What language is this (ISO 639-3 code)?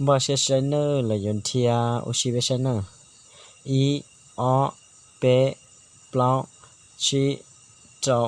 hmn